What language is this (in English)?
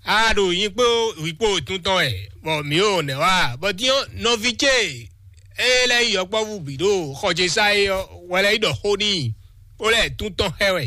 Fon